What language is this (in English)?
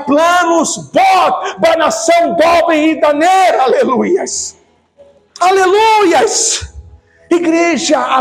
Tetum